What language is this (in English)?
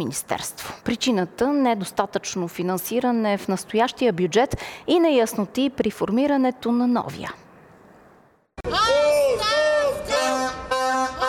Bulgarian